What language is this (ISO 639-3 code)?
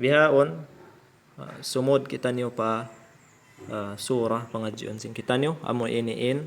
tsg